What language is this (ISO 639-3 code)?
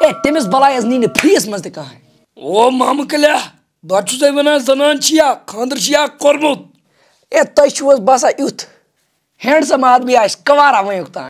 kas